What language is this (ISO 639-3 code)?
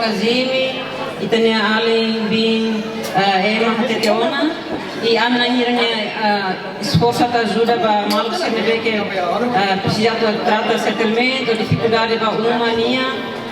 tet